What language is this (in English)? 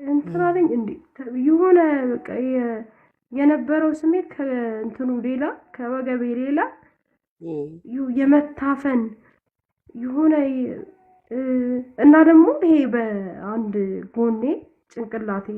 Amharic